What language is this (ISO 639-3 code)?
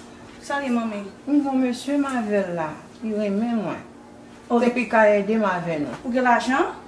hat